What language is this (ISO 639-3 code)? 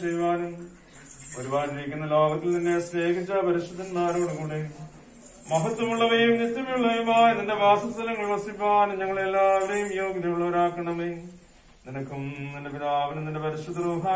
mal